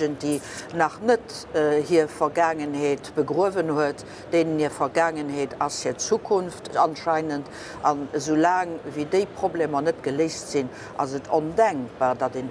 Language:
Luxembourgish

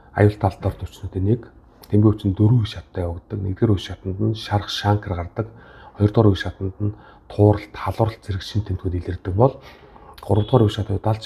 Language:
Mongolian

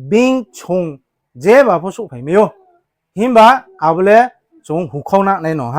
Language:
Riang (India)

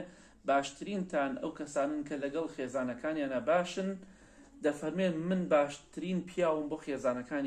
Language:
Central Kurdish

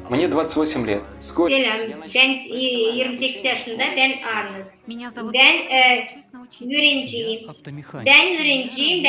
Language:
Gagauz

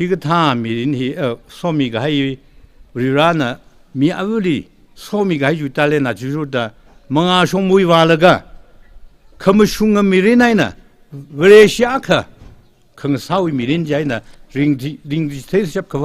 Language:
Tangkhul Naga (India)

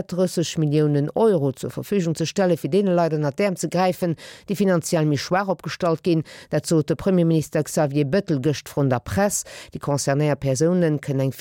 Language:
Luxembourgish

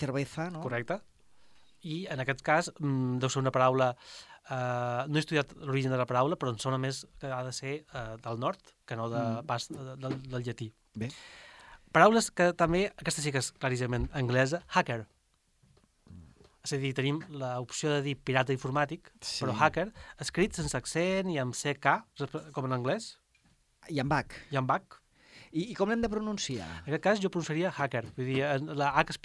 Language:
Catalan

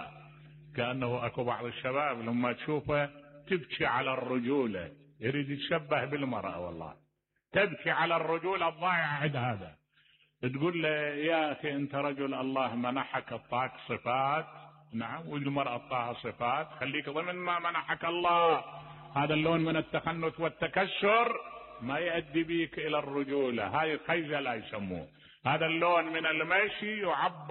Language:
Mesopotamian Arabic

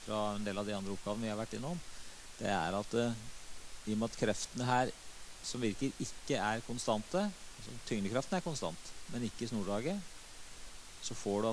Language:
Norwegian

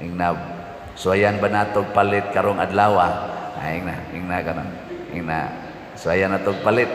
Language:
Cebuano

